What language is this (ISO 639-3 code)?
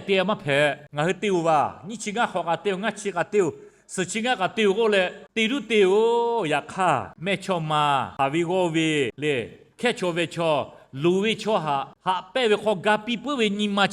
lhu